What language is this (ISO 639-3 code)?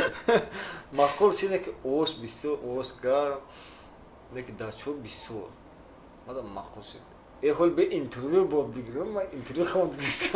tgk